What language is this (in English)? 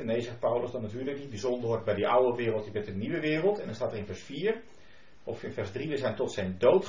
Dutch